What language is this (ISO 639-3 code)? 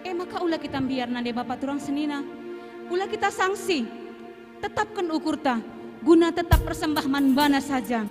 btx